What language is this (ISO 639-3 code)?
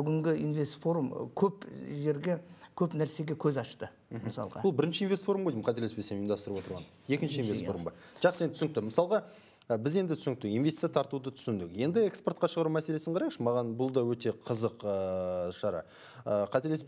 kaz